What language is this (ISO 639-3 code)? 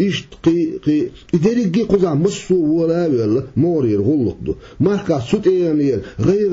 che